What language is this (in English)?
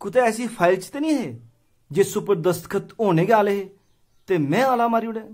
Dogri